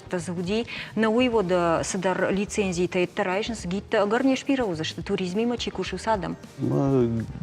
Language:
Ossetic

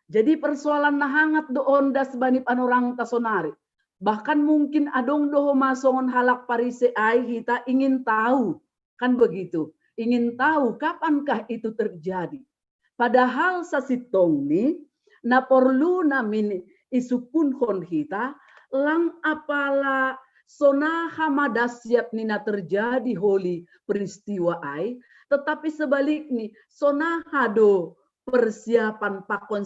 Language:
Batak Simalungun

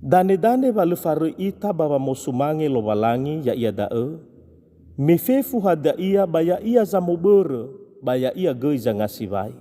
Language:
Nias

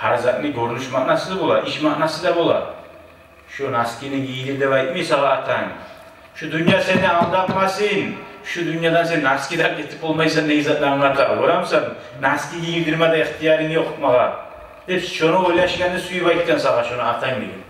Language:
Kumyk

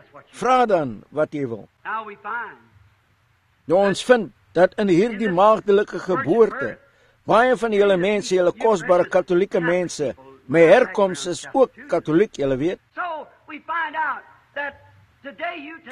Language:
Afrikaans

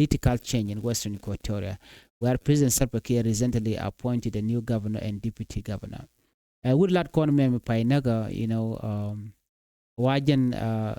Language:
Nuer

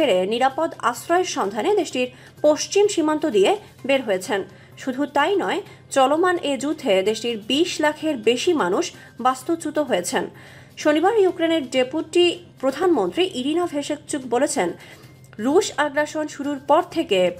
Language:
Bangla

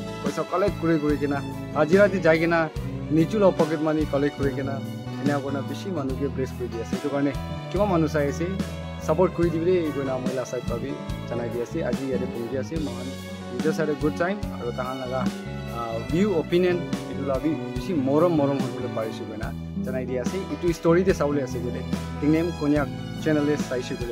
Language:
Naga Pidgin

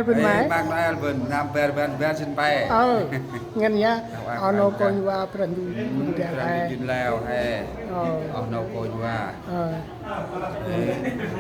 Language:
Central Mnong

